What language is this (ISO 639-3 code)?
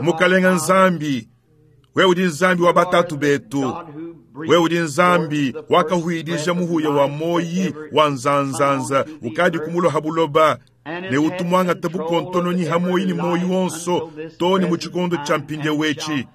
lua